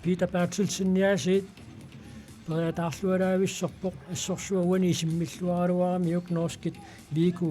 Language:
Kalaallisut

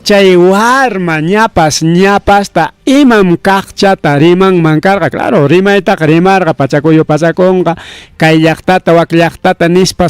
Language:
Ayacucho Quechua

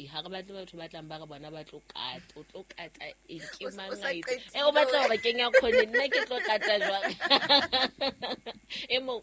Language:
Southern Sotho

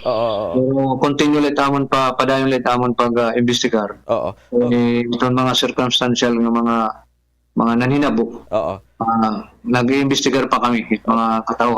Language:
Waray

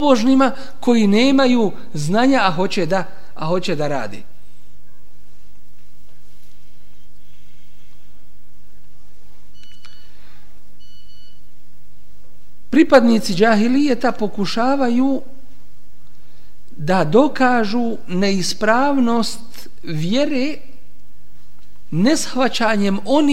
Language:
Bosnian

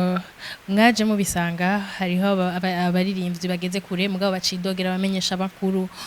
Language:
Rundi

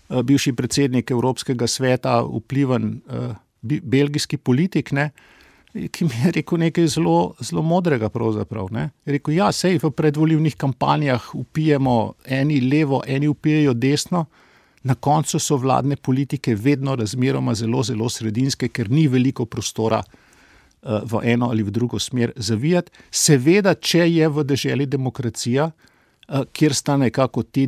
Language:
Slovenian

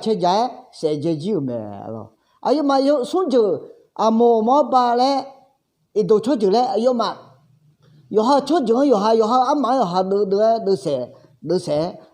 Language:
Akha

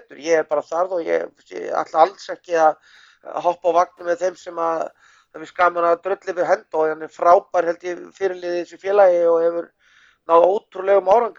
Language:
Icelandic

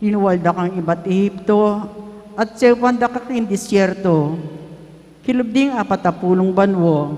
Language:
Pampanga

